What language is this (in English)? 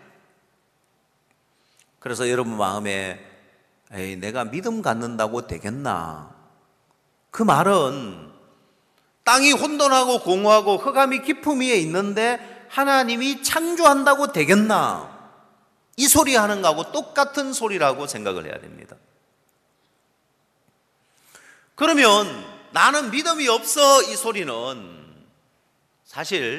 Korean